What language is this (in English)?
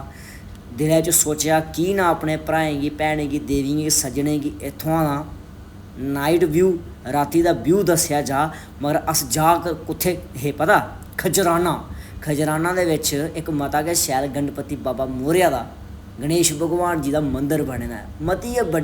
Dogri